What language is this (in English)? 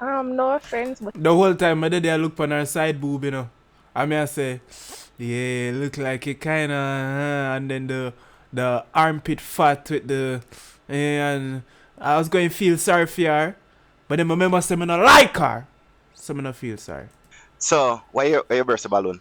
Jamaican Creole English